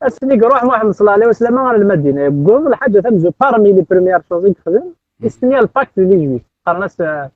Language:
Kabyle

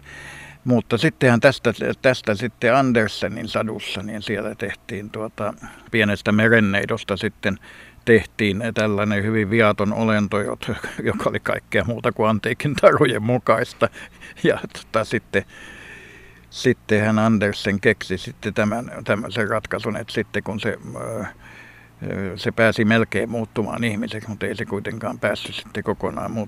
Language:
Finnish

